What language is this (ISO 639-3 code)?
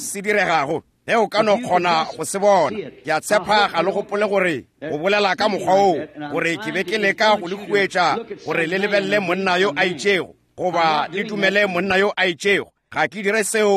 nso